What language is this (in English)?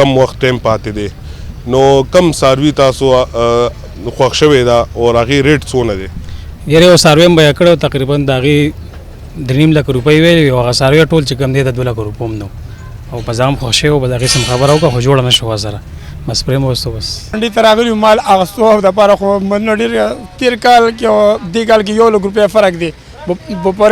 Pashto